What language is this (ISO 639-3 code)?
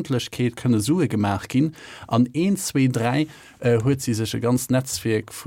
ltz